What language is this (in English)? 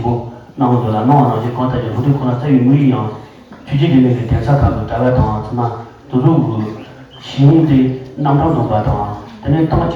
Tibetan